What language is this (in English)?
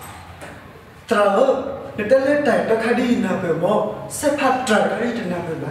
S'gaw Karen